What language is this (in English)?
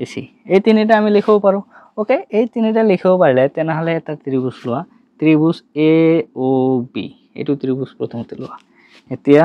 Assamese